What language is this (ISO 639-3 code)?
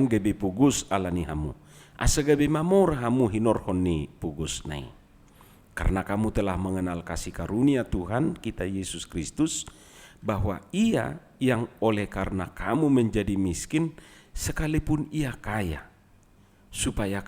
bbc